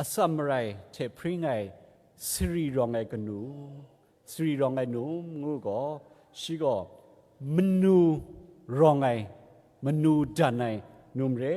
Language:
Kachin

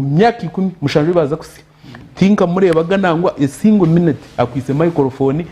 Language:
Nyankole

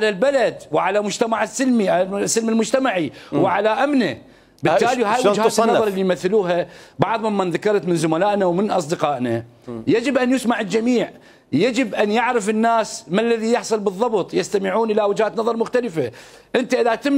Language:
Mesopotamian Arabic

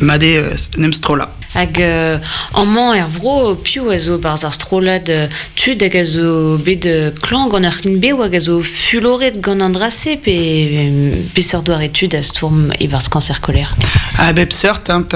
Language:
Breton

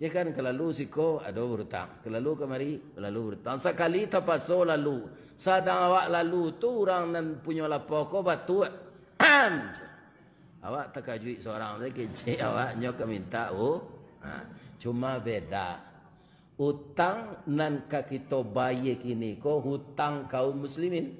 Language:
Minangkabau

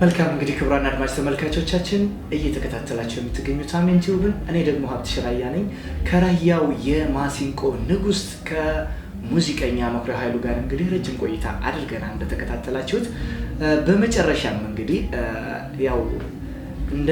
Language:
Amharic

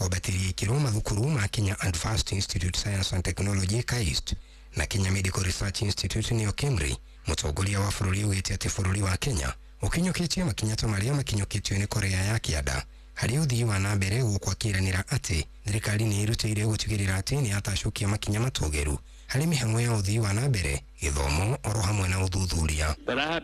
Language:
Kikuyu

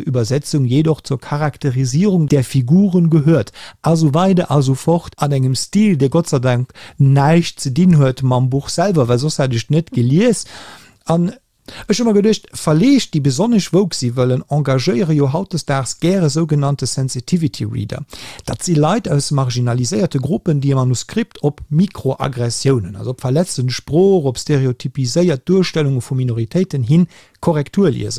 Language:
Luxembourgish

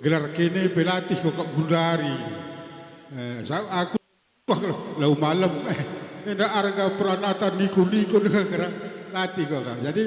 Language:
Batak Karo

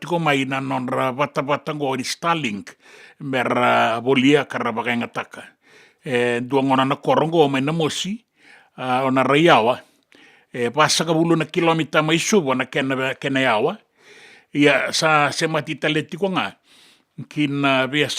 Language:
Fijian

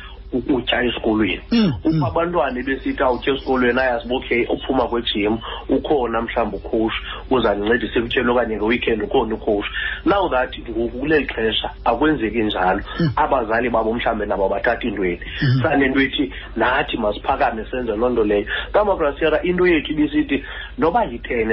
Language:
Xhosa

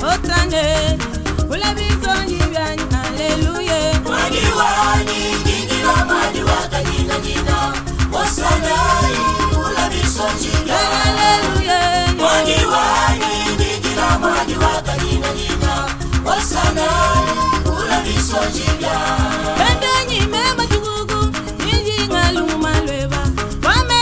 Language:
Luba-Lulua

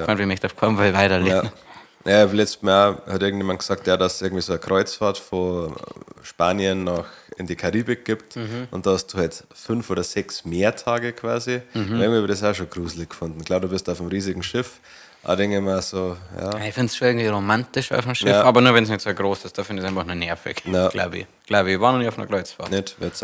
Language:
Bavarian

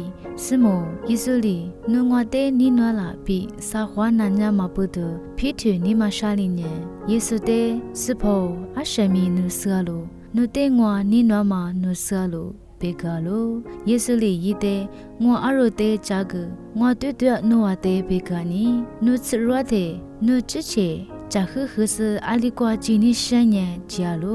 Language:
Lisu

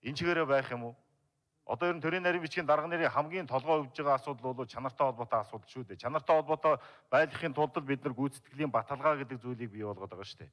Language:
Mongolian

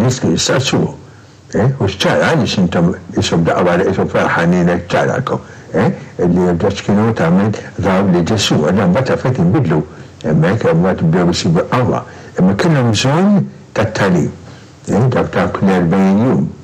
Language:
Maltese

